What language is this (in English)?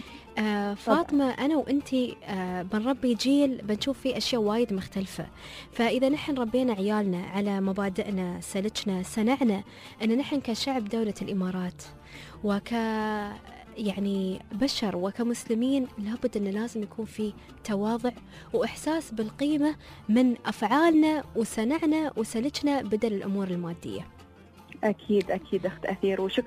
Gulf Arabic